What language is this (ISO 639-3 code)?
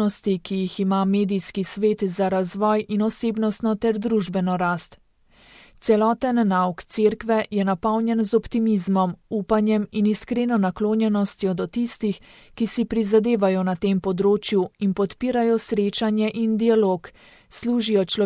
slv